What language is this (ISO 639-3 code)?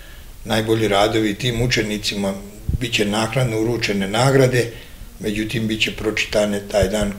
srp